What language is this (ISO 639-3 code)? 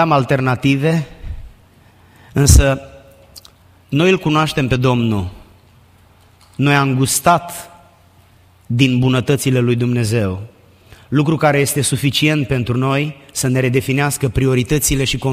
ron